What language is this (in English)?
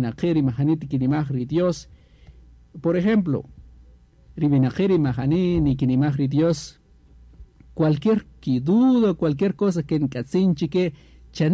Kaqchikel